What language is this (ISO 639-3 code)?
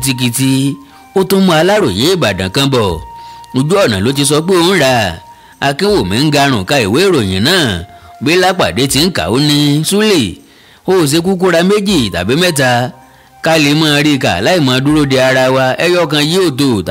yor